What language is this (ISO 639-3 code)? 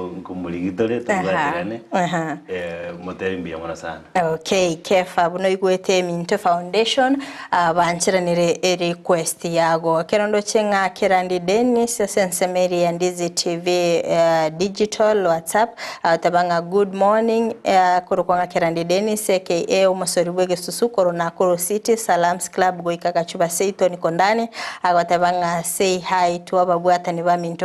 guz